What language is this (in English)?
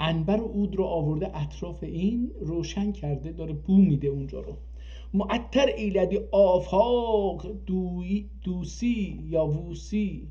South Azerbaijani